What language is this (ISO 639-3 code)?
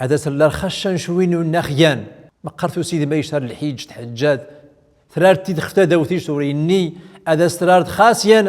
tzm